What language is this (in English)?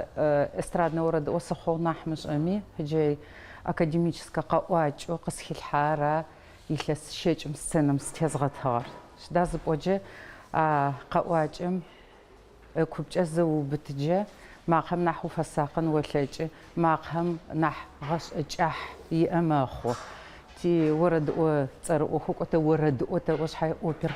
Adyghe